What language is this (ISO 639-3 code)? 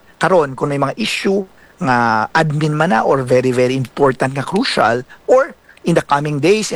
hil